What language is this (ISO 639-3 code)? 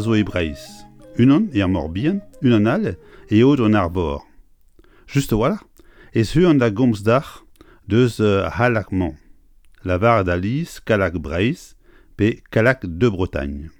bre